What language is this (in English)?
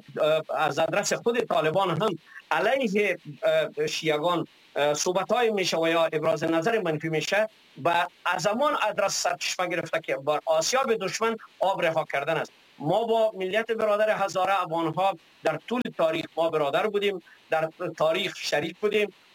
Persian